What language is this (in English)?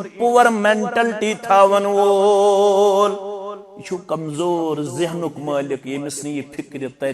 Kashmiri